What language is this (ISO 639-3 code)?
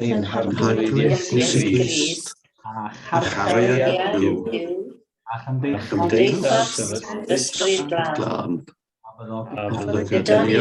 cym